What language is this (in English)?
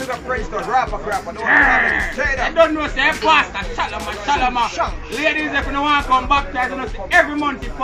Jamaican Creole English